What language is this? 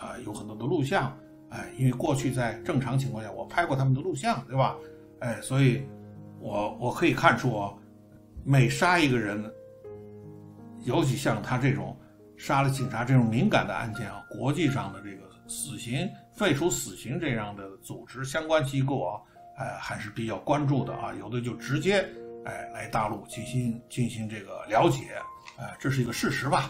Chinese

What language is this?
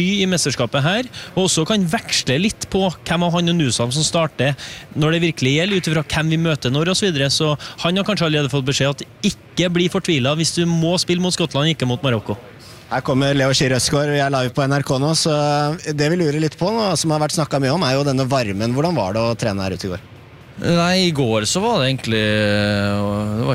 Norwegian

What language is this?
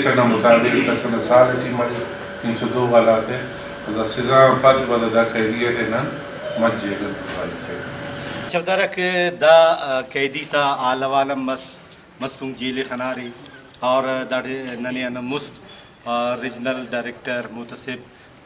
Brahui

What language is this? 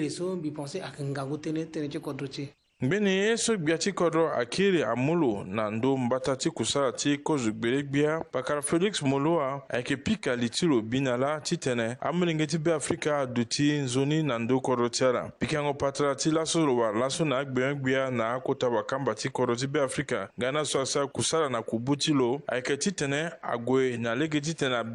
Sango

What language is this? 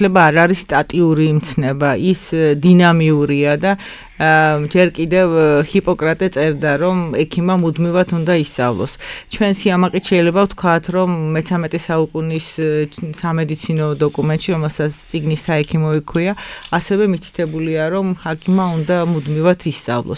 Georgian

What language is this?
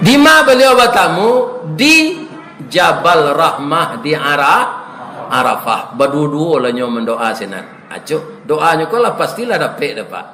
Minangkabau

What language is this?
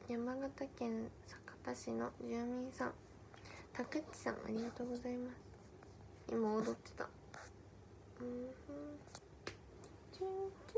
Japanese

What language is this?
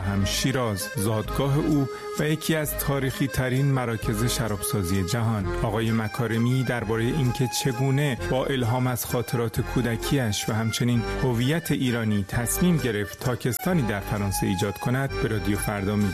Persian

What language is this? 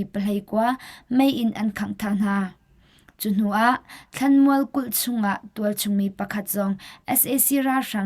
Hakha Chin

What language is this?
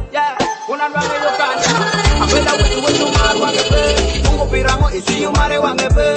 Swahili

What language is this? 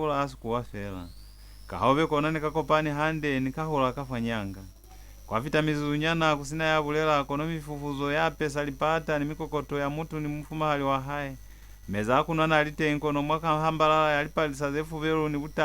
Lozi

